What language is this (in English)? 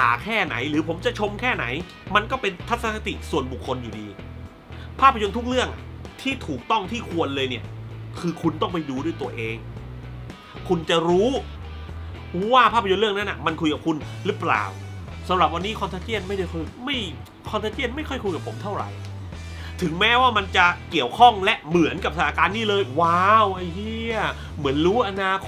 Thai